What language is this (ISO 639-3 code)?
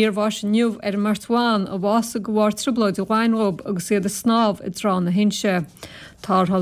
gle